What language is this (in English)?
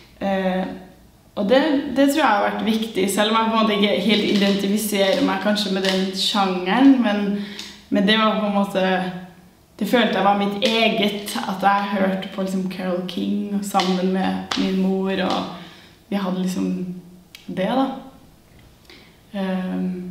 Norwegian